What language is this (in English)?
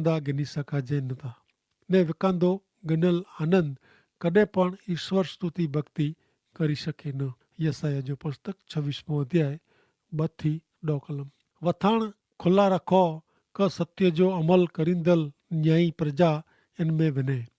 Kachhi